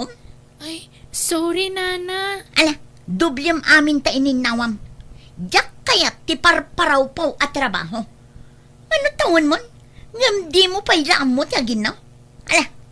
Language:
Iloko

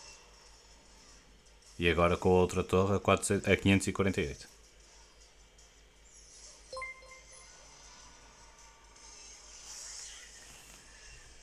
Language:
Portuguese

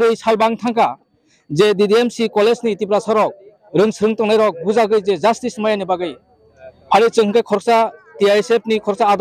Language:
Kok Borok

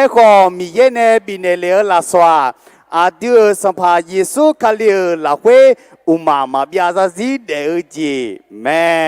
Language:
Akha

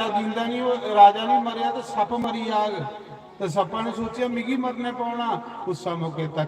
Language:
Dogri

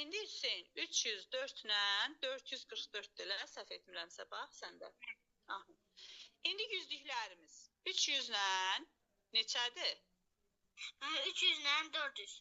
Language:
Azerbaijani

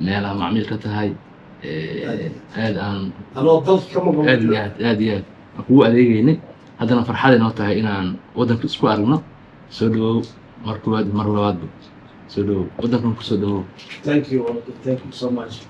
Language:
Somali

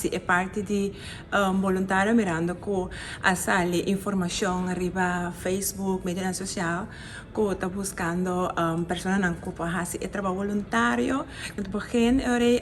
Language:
Papiamento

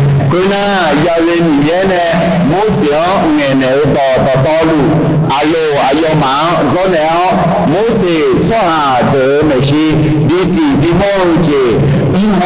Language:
Akha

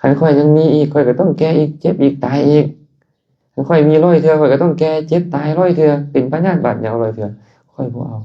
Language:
Lao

